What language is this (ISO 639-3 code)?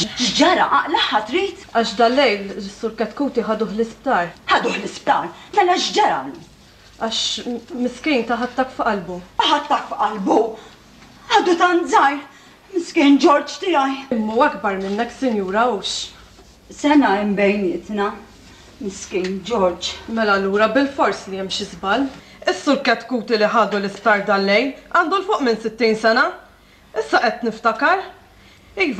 mlt